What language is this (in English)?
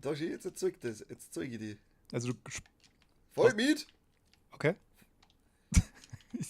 Bavarian